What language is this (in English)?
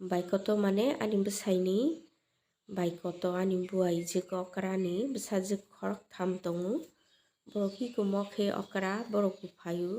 Kok Borok